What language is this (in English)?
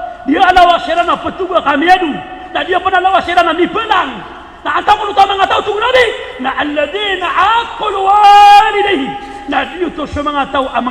Maranao